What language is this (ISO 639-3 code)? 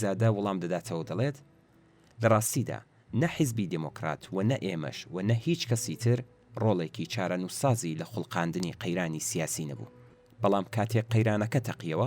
ckb